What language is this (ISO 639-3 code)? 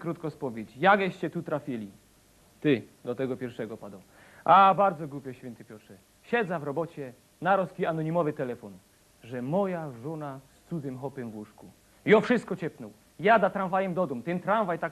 szl